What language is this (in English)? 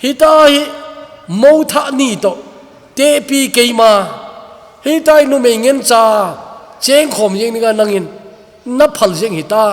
Thado Chin